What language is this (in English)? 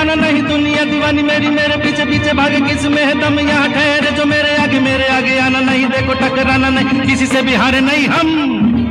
Hindi